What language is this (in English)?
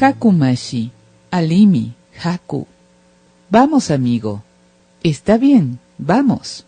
Imbabura Highland Quichua